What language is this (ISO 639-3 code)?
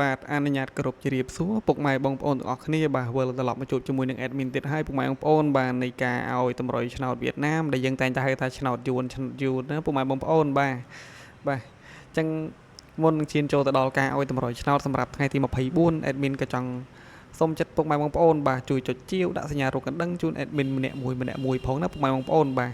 khm